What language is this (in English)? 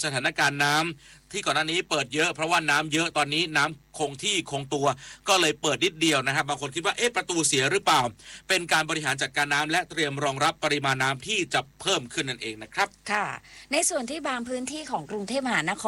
Thai